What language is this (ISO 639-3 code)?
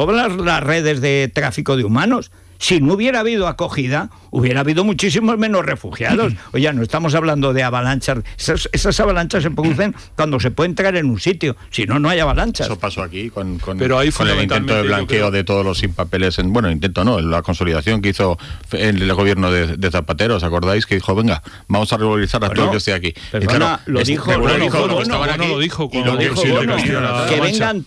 spa